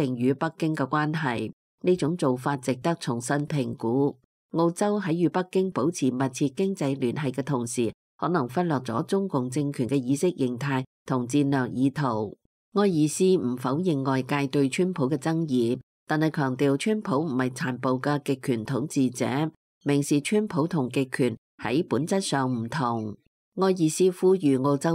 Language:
Cantonese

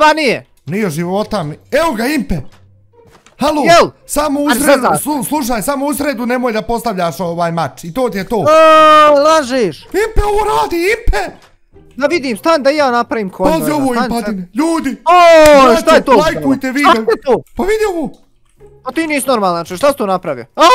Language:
Bosnian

